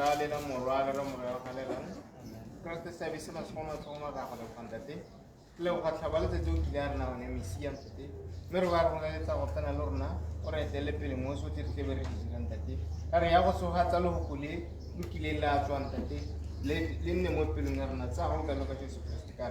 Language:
Tswana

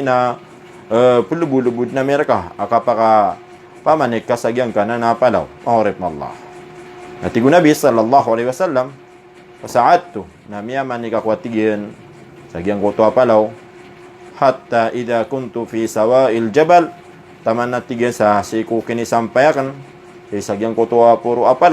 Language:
Maranao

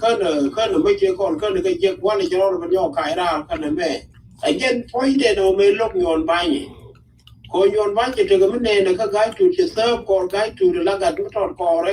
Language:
Nuer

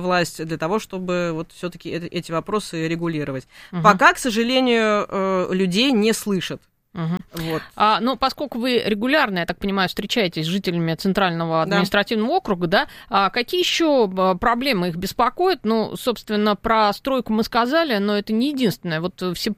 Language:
Russian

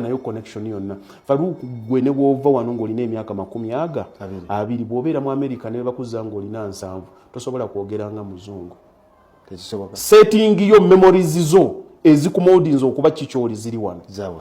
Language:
Ganda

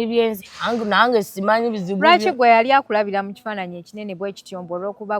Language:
Ganda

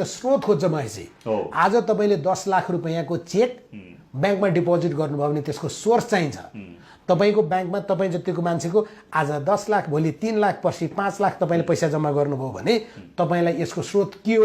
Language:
Nepali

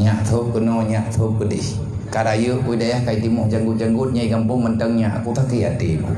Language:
Achinese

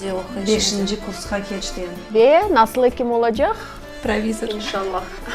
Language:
Crimean Tatar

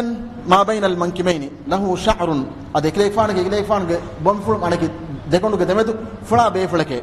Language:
Divehi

